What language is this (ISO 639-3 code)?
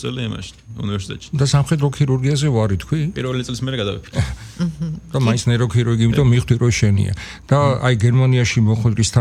kat